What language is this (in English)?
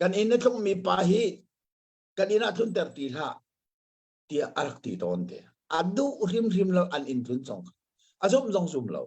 Hakha Chin